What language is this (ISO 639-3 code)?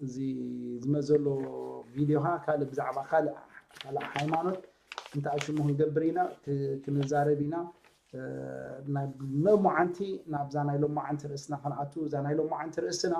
tir